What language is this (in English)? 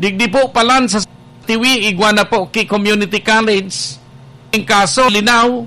Bikol